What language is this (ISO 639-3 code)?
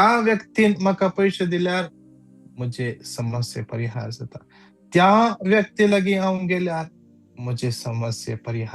kok